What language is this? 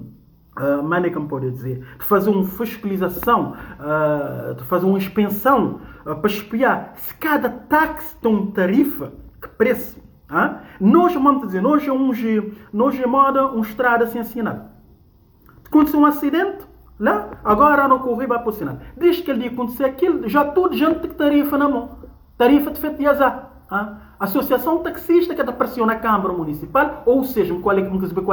Kabuverdianu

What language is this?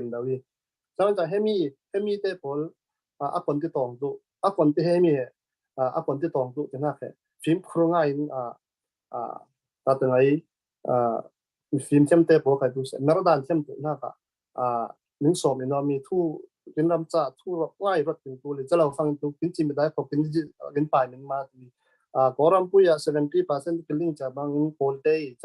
Falam Chin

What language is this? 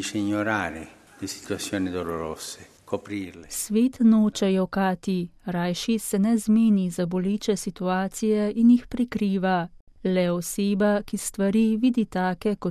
Slovenian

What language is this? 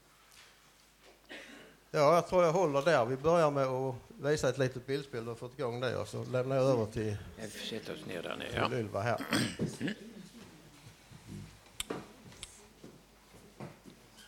Swedish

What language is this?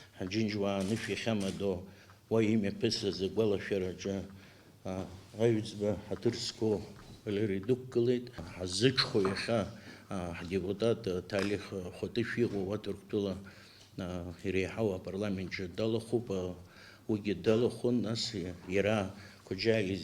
Abkhazian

